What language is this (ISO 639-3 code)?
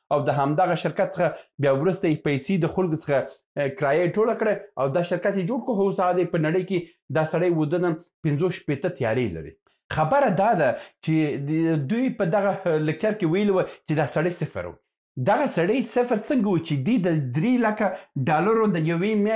pus